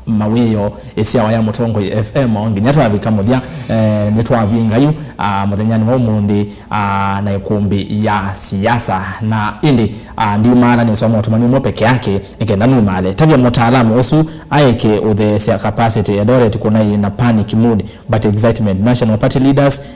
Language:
Kamba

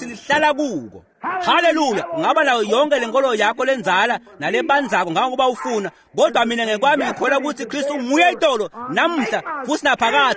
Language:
Swati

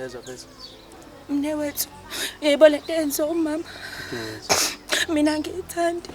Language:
Zulu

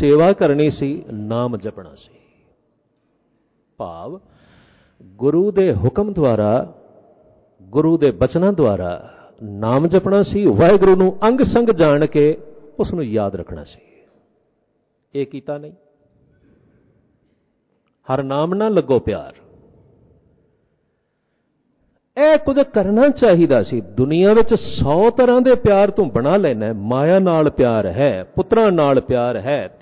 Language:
Punjabi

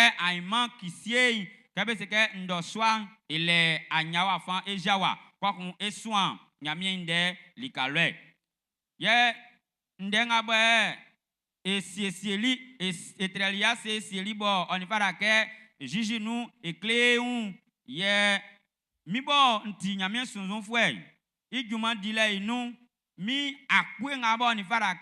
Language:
Baoulé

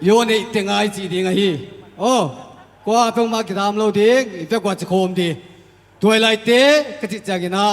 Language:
Paite Chin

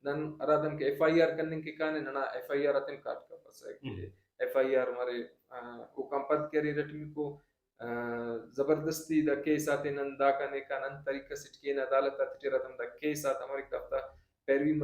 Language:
Brahui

